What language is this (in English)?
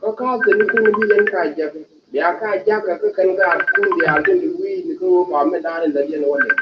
Nuer